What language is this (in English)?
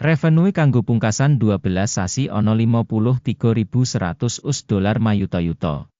Javanese